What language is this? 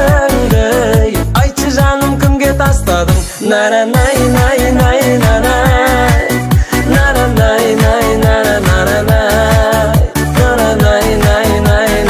Kazakh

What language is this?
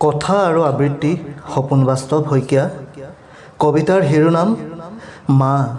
Assamese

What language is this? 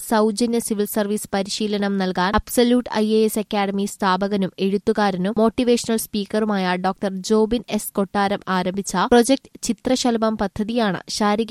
Malayalam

